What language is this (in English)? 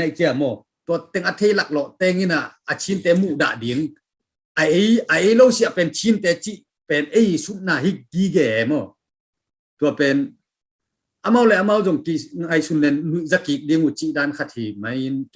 Tedim Chin